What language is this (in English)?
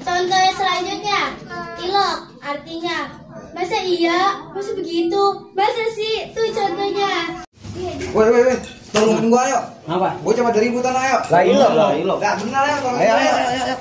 Betawi